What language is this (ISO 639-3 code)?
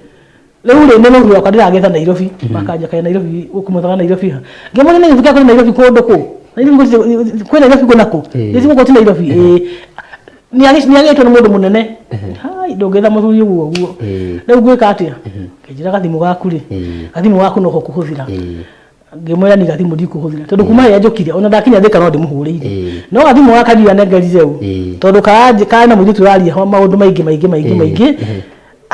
kik